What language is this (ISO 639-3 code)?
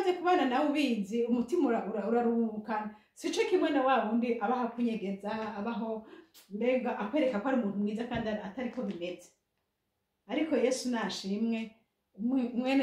run